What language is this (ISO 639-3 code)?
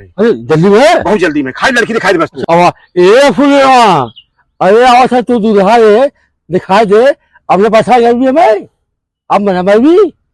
awa